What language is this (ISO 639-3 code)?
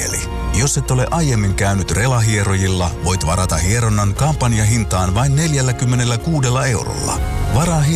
fin